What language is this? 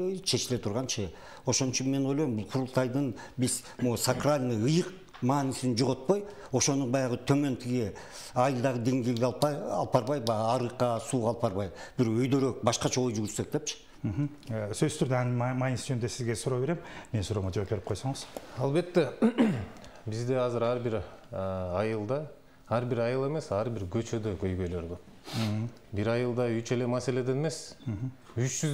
Kyrgyz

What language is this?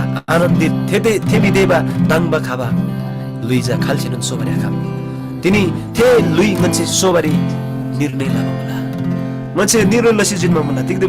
Eastern Tamang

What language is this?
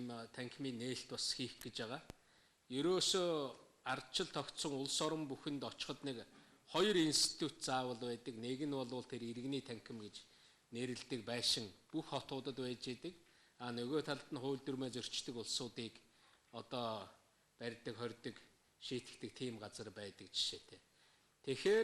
Mongolian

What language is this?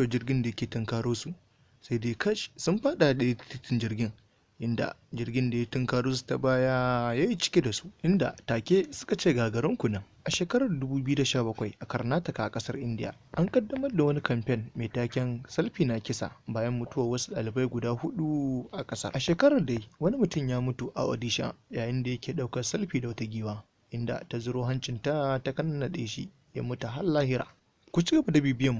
Hausa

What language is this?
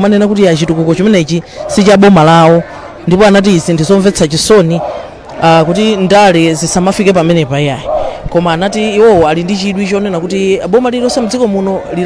Nyanja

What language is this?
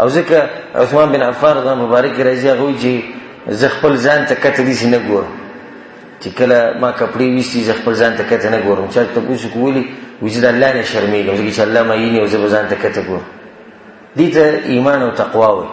Pashto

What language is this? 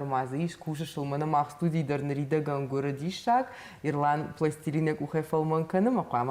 Ossetic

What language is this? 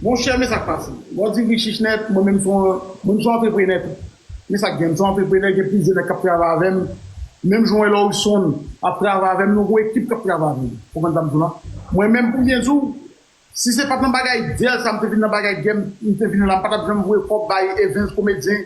Haitian Creole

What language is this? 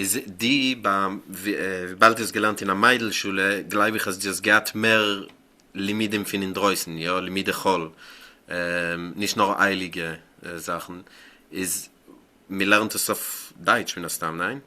Yiddish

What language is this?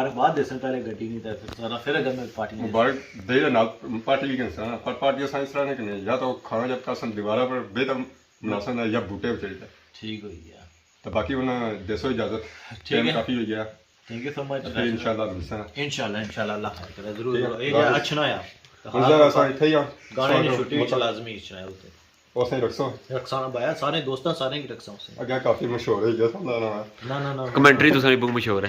Pahari-Potwari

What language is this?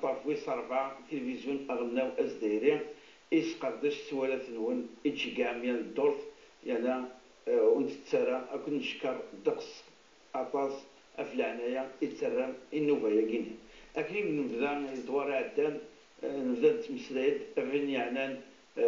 Kabyle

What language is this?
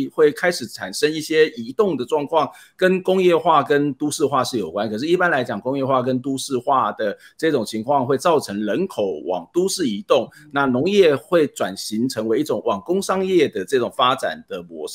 Chinese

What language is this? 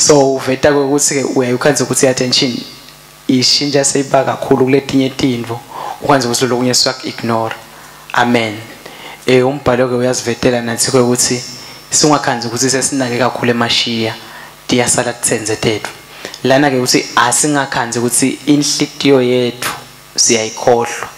Swati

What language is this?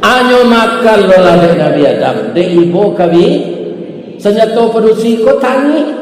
Minangkabau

